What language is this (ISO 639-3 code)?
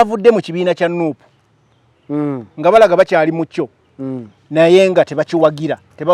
lug